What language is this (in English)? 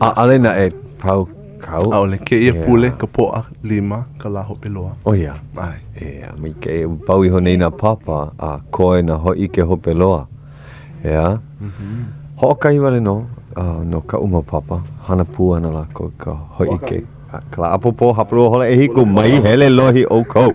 Hawaiian